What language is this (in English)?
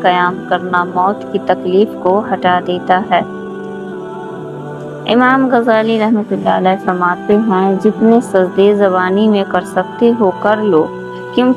Urdu